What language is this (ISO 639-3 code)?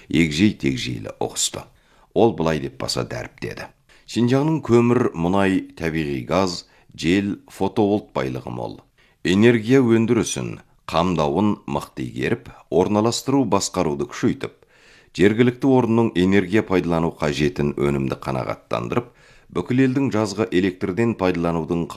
kaz